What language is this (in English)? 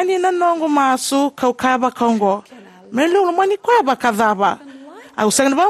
Fijian